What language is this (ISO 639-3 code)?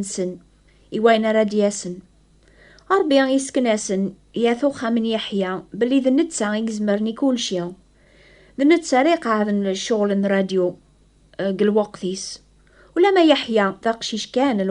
kab